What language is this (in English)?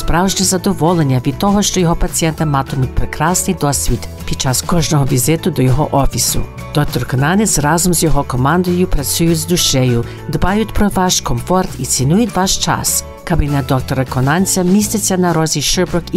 Ukrainian